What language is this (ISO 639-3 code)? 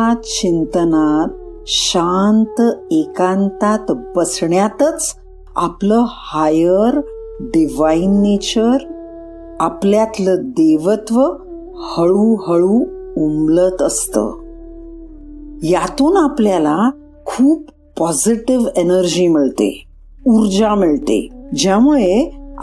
mar